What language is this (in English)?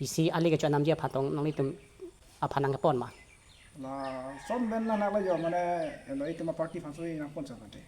Karbi